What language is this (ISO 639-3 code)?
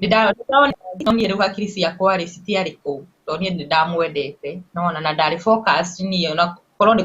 kik